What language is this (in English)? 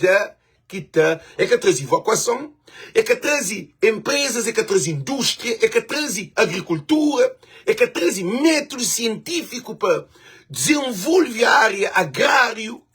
Kabuverdianu